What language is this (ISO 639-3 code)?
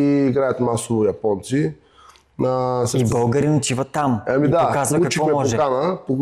bul